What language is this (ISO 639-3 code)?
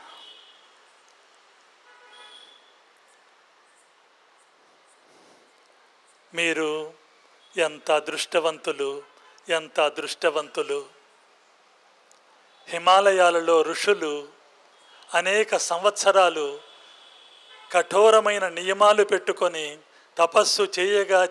tel